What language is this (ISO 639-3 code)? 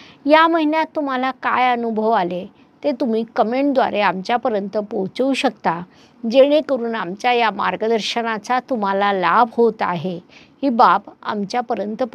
mar